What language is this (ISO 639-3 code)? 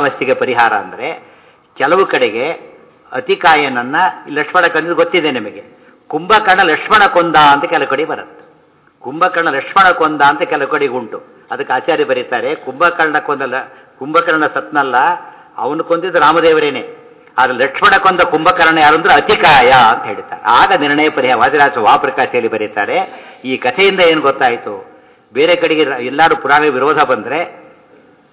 kan